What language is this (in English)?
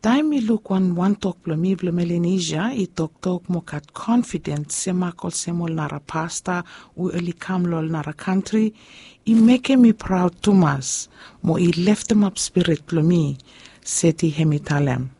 Bislama